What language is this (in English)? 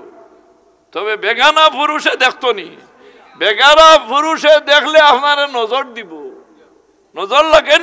Sylheti